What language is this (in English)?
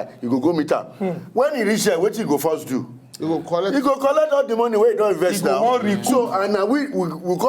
Nigerian Pidgin